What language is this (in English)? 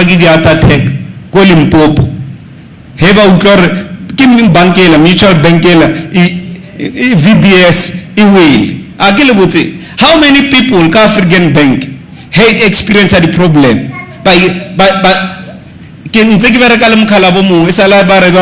Southern Sotho